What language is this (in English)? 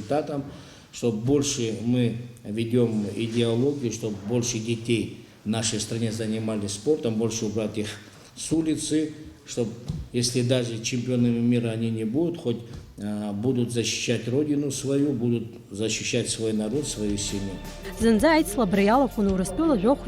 Abkhazian